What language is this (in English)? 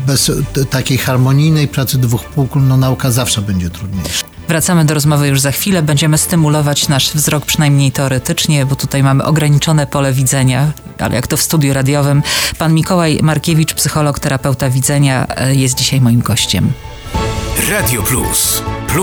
Polish